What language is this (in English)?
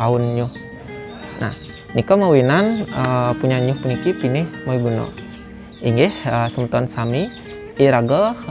Balinese